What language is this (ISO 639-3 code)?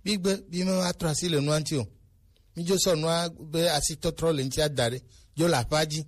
gej